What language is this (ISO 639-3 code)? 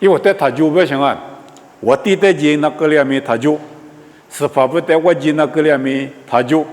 lis